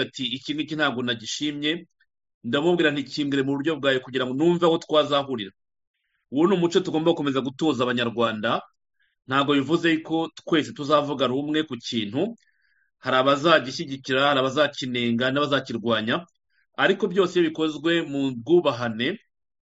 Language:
Kinyarwanda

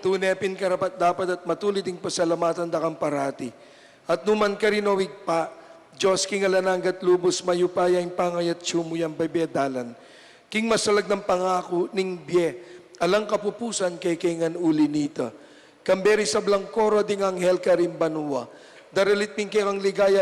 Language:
Pampanga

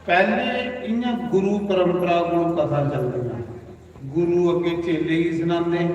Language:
Dogri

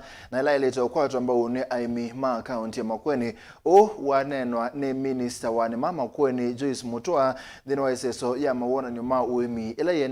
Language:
Kamba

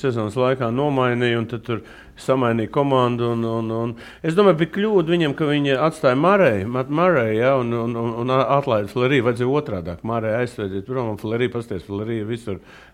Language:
Latvian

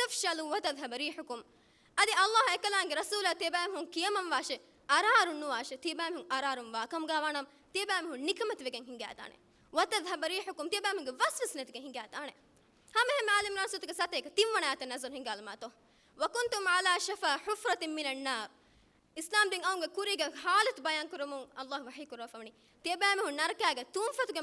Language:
Divehi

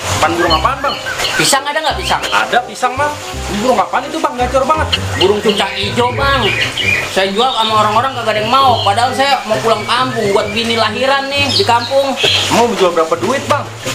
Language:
Betawi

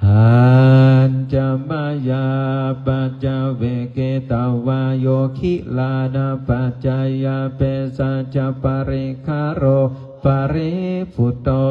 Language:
Pali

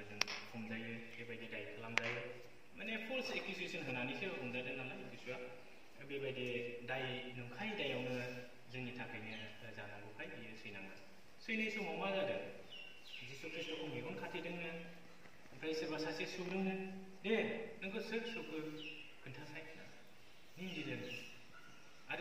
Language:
Bodo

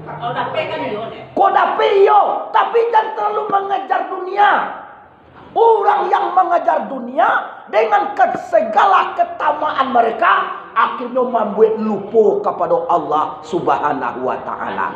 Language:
Minangkabau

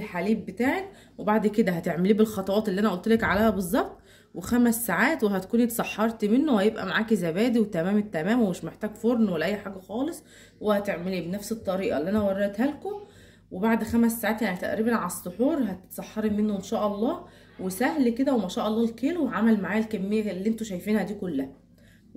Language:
Egyptian Arabic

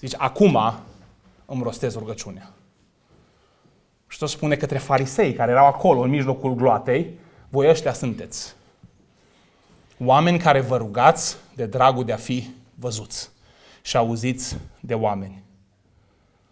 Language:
Romanian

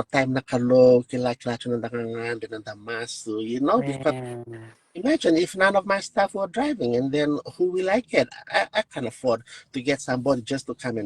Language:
Fijian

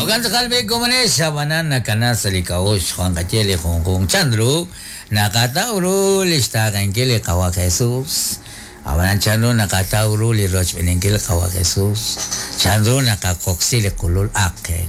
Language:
Kekchí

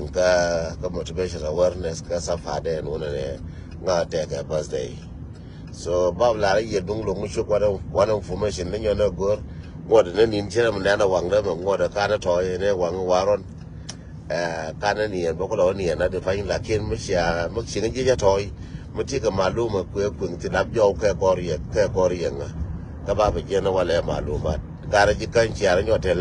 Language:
Nuer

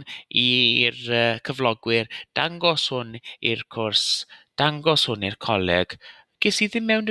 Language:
Welsh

